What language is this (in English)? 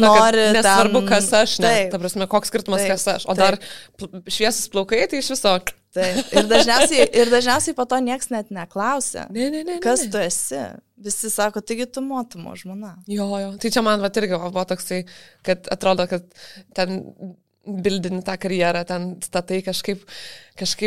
Lithuanian